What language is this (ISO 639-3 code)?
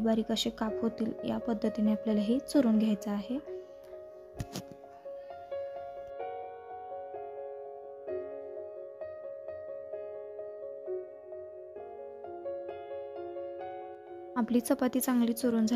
mar